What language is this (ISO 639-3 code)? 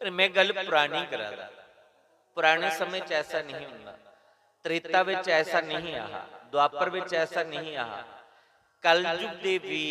doi